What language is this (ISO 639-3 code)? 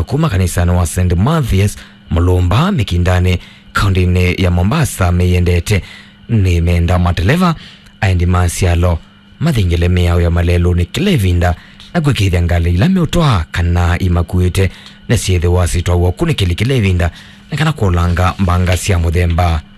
kam